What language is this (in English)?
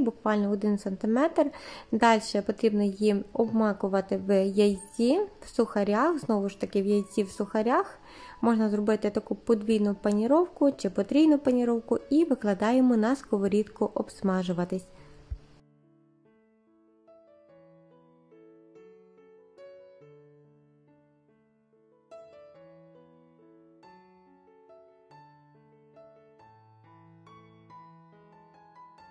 Ukrainian